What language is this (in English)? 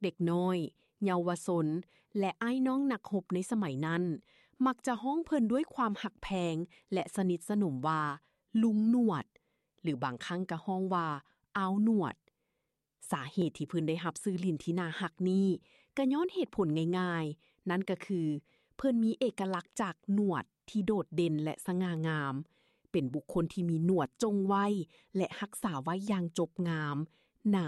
Lao